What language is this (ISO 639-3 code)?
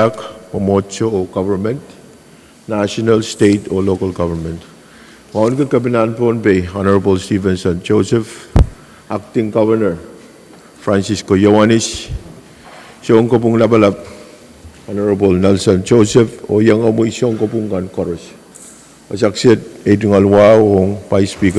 pon